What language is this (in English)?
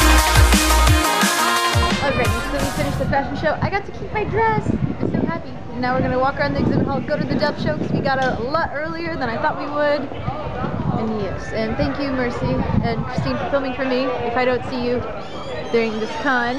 English